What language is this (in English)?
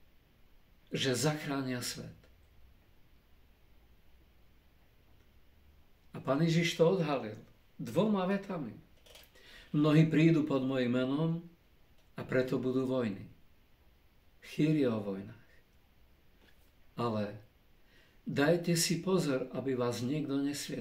Slovak